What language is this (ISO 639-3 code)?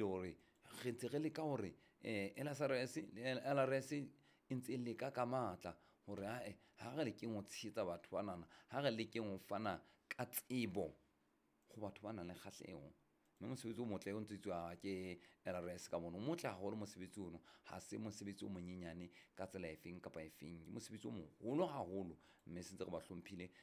sot